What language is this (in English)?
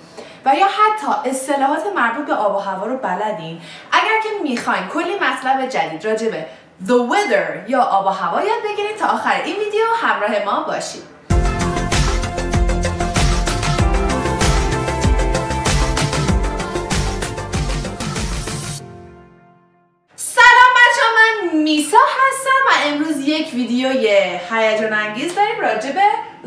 Persian